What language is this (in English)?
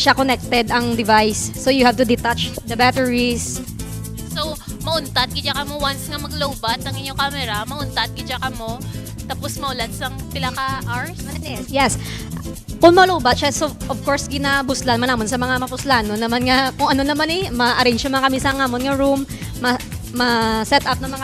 Hiligaynon